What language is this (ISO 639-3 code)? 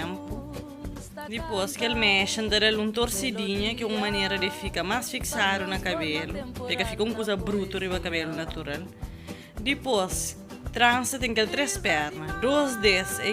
kea